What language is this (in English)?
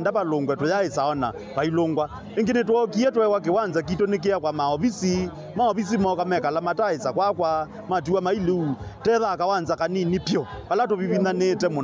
Kamba